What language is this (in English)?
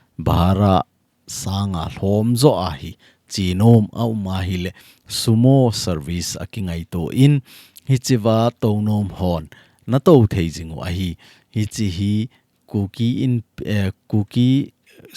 Thado Chin